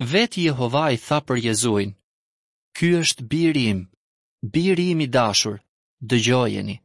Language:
Albanian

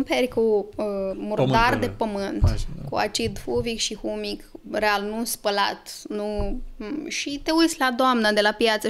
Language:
Romanian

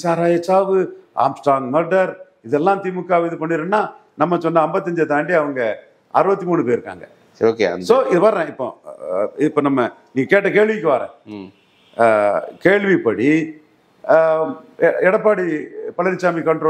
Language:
Tamil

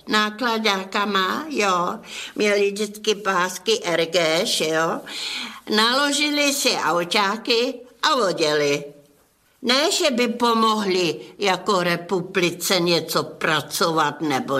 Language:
Czech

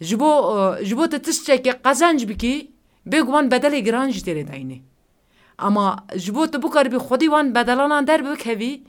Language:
Kurdish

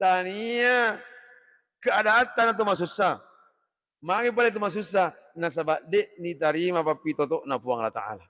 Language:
Buginese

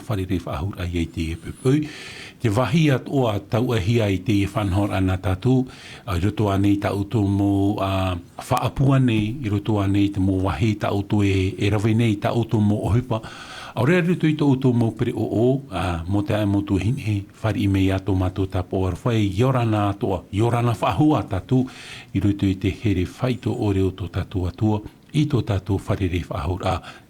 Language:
Tahitian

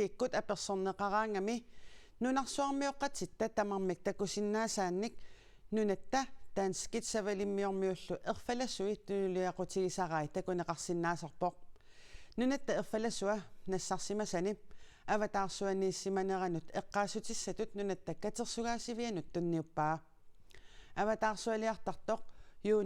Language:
Kalaallisut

